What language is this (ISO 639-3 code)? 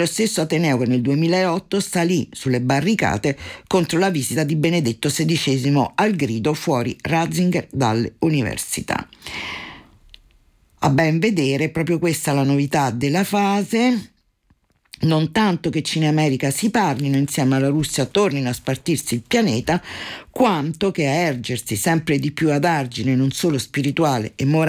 ita